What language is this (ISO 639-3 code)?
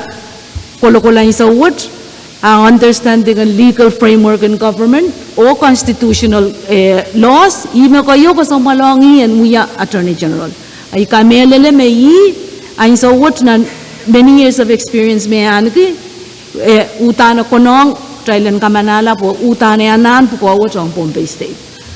pon